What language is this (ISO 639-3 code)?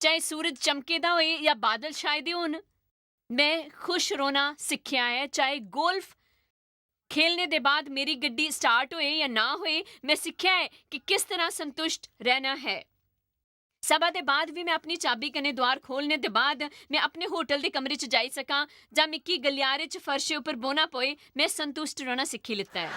doi